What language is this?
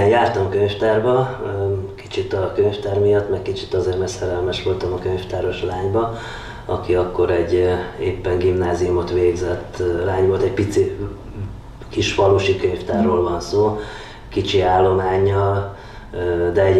Hungarian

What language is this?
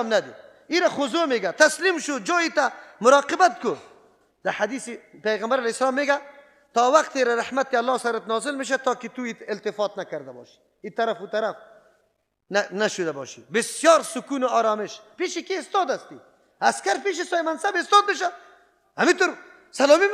Persian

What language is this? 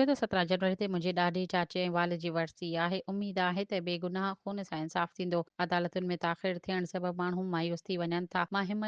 Sindhi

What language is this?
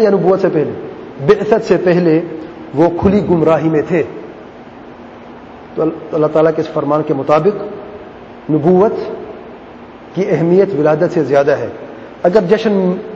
Urdu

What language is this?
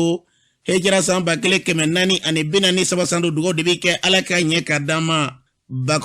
Bambara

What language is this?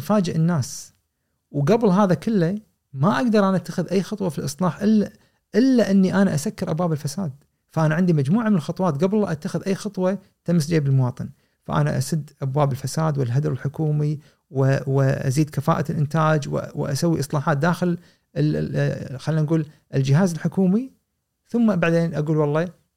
Gulf Arabic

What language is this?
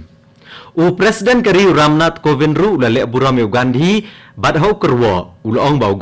Khasi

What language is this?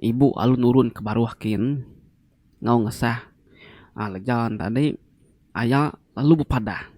Iban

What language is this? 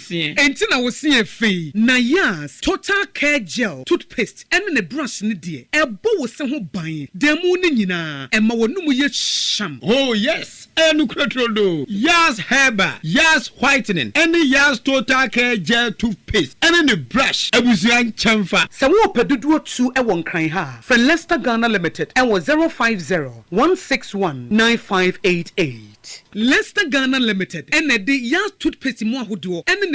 Akan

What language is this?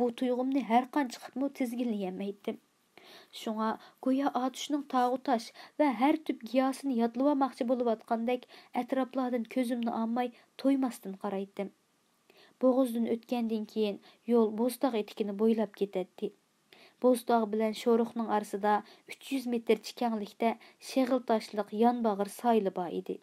Uyghur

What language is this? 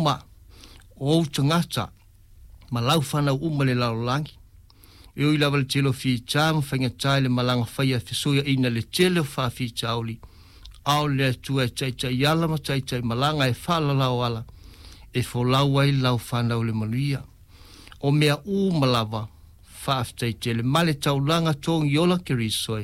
Samoan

